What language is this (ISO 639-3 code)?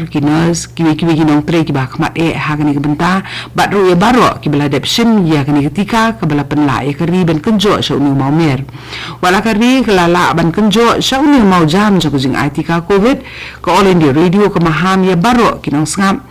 kha